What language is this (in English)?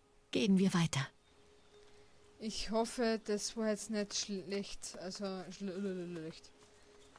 German